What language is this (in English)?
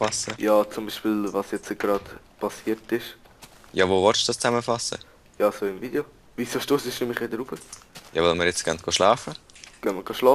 Swiss German